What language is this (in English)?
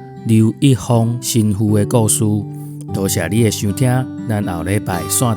Min Nan Chinese